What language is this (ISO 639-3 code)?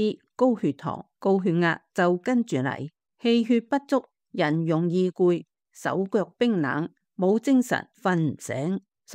yue